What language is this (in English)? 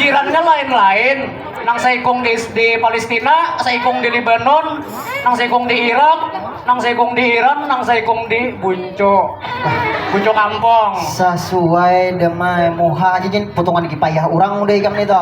Banjar